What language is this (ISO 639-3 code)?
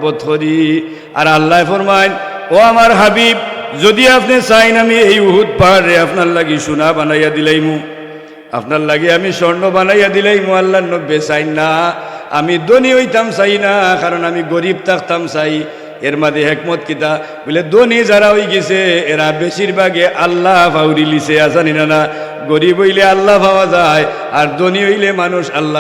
syl